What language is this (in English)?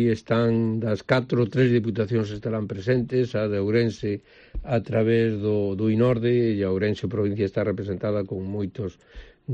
Galician